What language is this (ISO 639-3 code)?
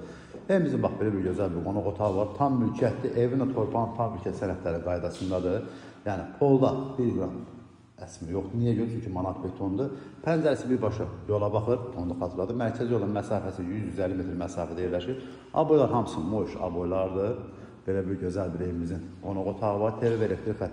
aze